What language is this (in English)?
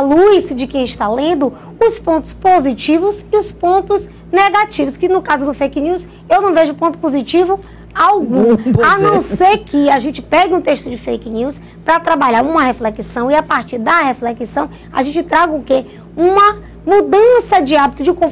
Portuguese